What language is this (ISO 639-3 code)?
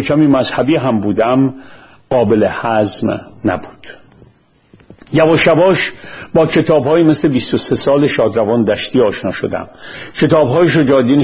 fas